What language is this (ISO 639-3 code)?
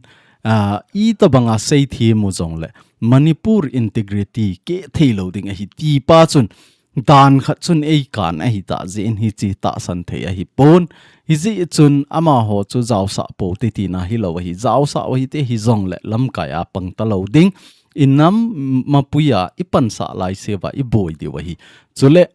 tcz